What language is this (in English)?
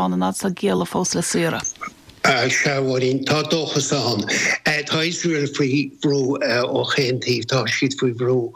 Irish